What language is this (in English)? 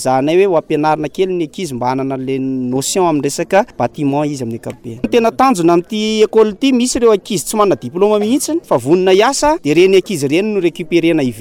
Malagasy